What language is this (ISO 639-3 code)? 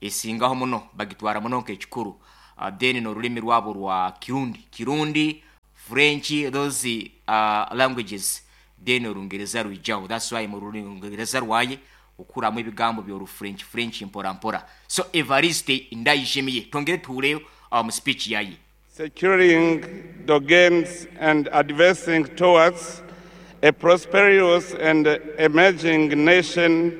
nyn